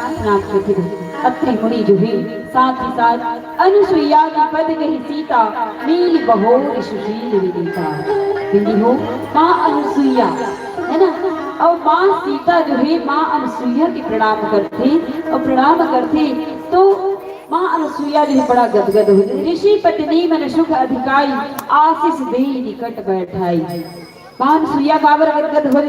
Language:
Chhattisgarhi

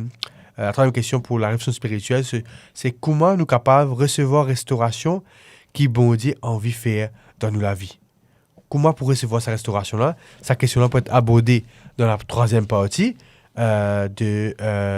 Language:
Morisyen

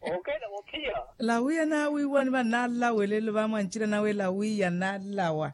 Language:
Makhuwa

